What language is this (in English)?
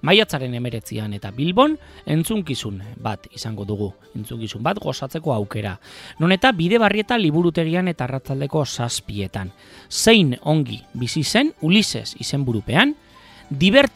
Basque